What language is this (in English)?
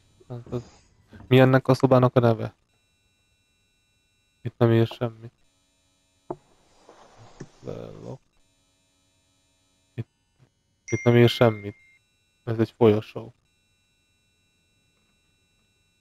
Hungarian